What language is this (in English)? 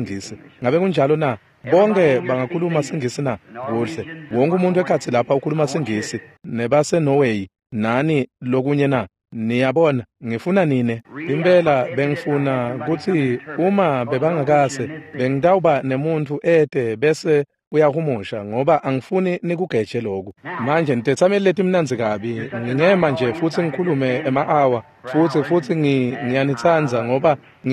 Swati